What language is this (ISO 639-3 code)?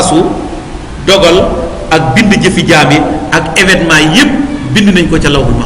wol